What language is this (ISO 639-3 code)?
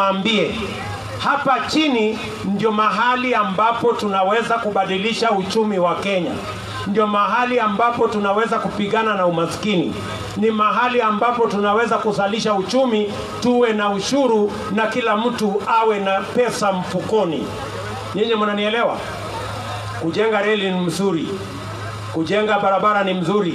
swa